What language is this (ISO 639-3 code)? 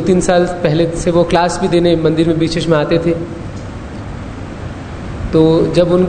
hin